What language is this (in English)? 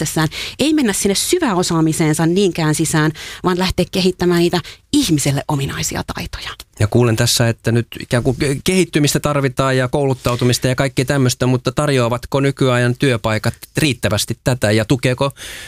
Finnish